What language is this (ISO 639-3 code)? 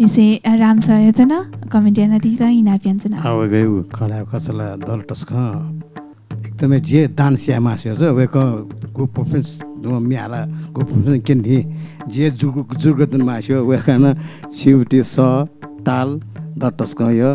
new